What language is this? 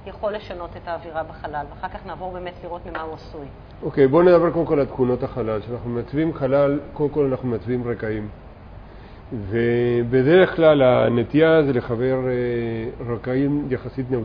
Hebrew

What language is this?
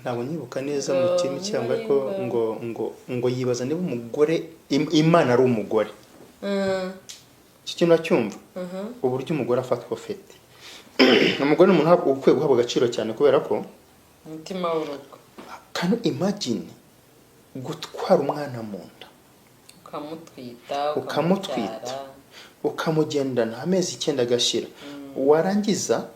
Kinyarwanda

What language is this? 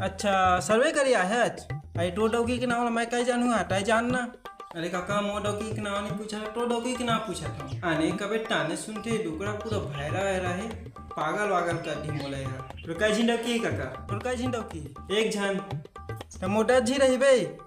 Chhattisgarhi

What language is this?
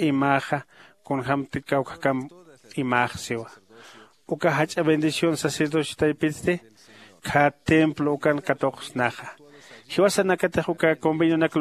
Aymara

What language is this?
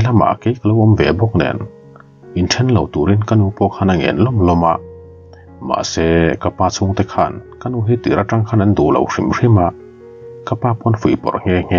Mizo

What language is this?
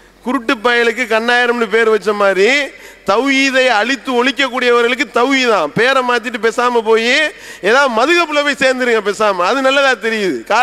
Tamil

